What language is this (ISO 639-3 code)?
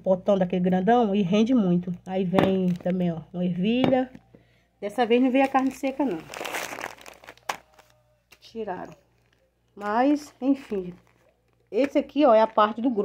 por